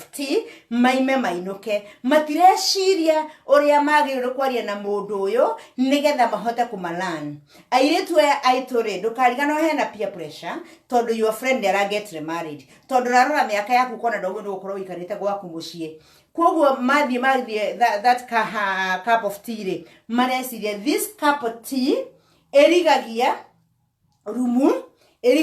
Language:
Kikuyu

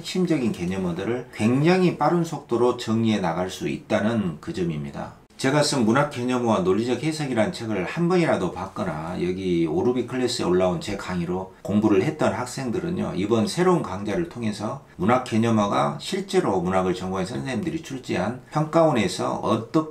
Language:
Korean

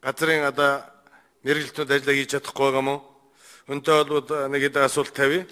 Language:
Mongolian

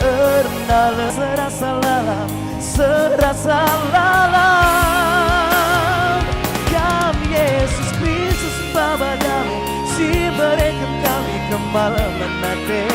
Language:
Batak Karo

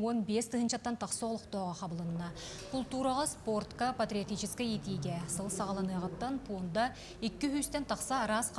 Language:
Yakut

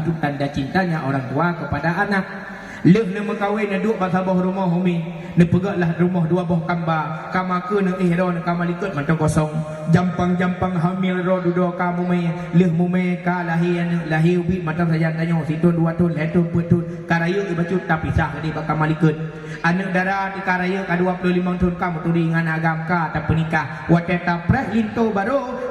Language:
Achinese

